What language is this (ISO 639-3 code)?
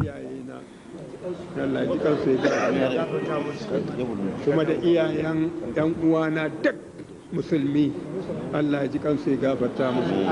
hau